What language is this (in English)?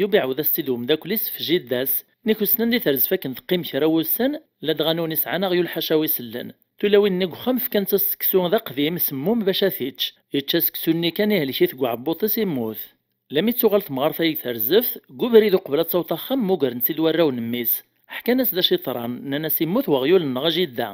Kabyle